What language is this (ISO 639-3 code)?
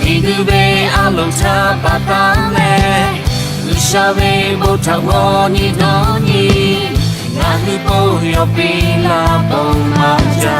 lhu